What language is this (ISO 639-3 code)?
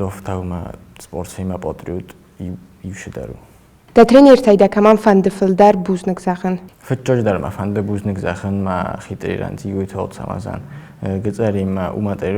oss